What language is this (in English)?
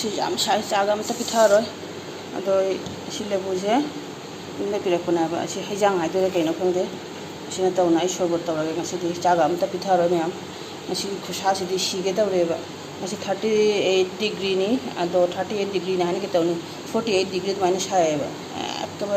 Manipuri